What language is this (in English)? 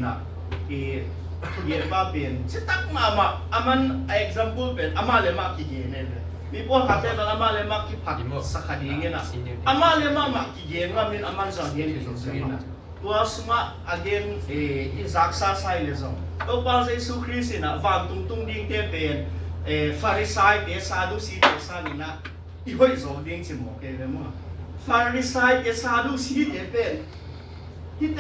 Tedim Chin